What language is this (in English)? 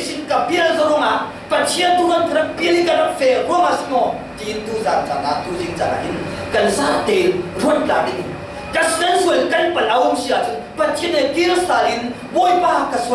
Falam Chin